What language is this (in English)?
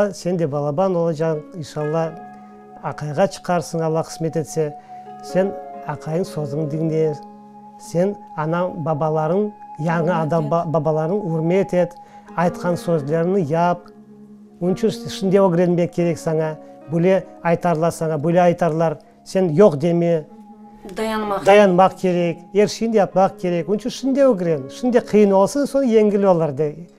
Crimean Tatar